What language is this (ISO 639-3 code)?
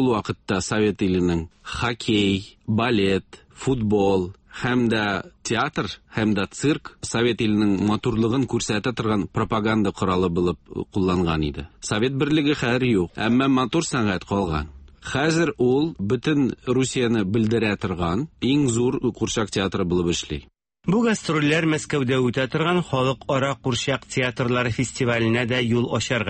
tat